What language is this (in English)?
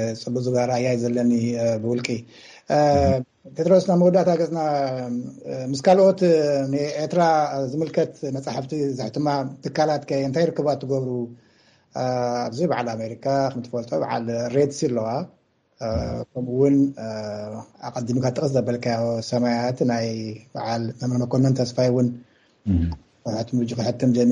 Tigrinya